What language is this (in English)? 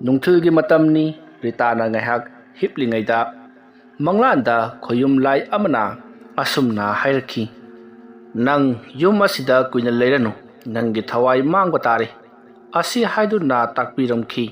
Manipuri